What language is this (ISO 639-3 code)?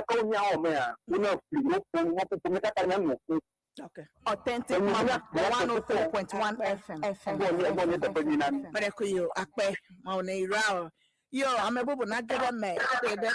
ewe